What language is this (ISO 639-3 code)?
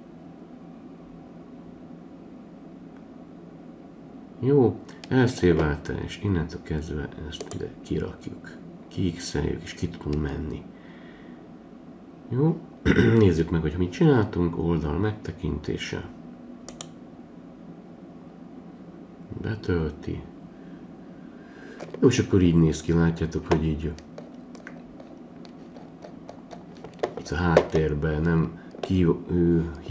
hun